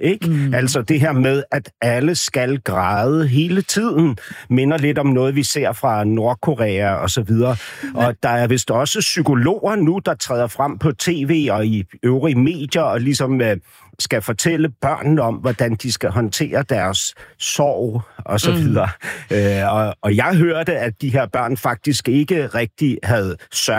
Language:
Danish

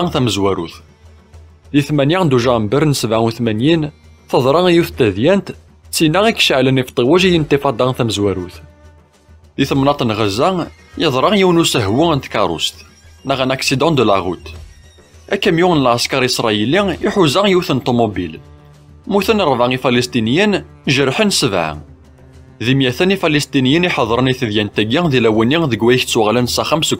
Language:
Kabyle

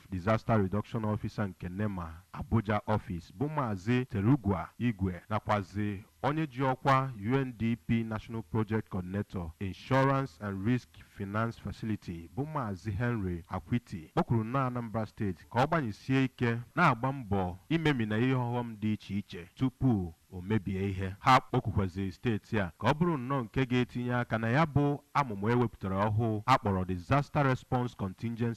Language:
Igbo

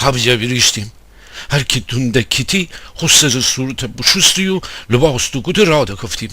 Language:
Gilaki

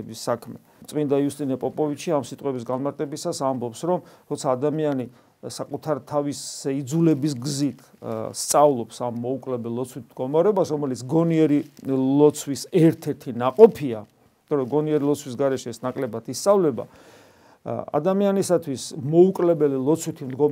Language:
Georgian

